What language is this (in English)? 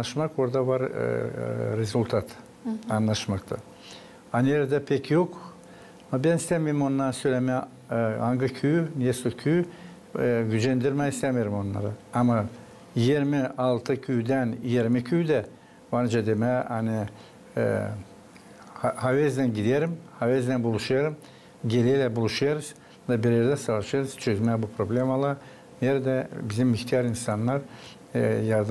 Gagauz